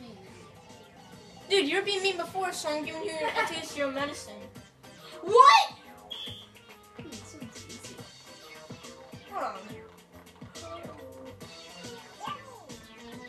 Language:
English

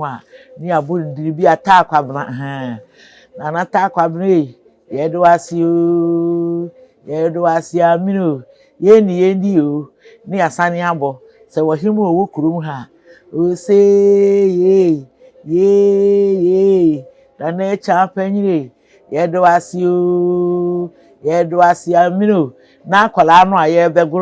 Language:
Akan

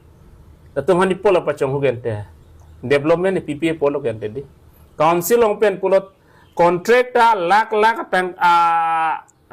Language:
Karbi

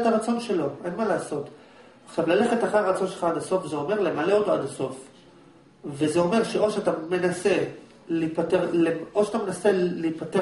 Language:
Hebrew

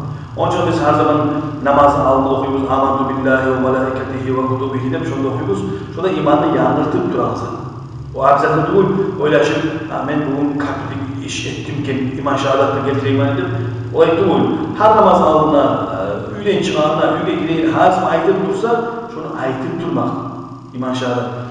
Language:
Kumyk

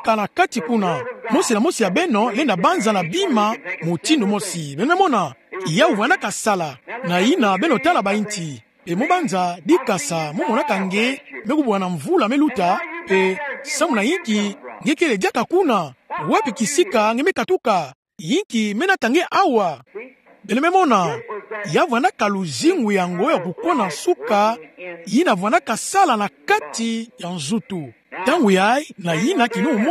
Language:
Kituba (Democratic Republic of Congo)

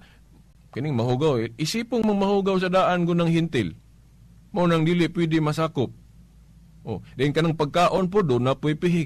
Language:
Cebuano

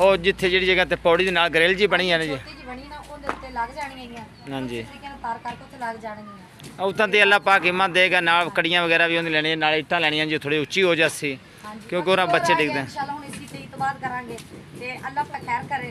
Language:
Punjabi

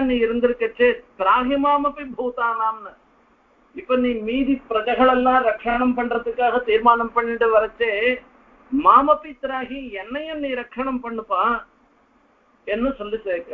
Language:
Tamil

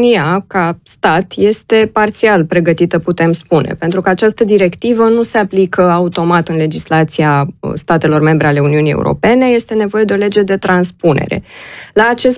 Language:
Romanian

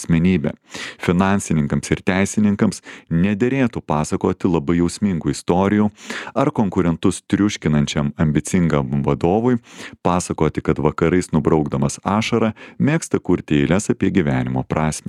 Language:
Lithuanian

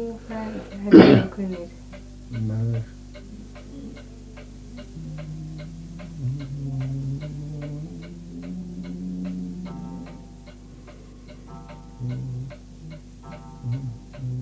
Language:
Icelandic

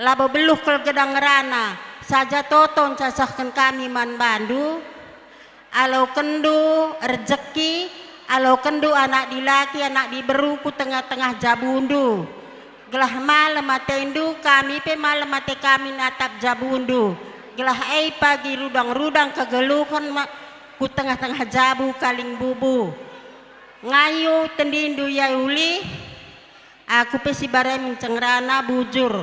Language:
Batak Karo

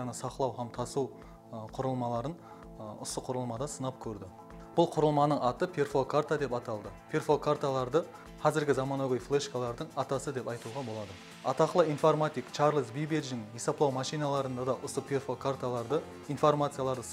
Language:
Kara-Kalpak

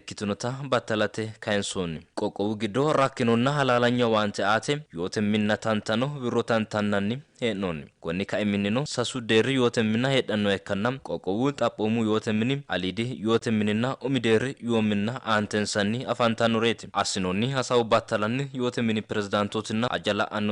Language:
Sidamo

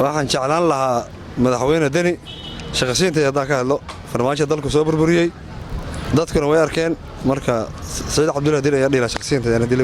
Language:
Somali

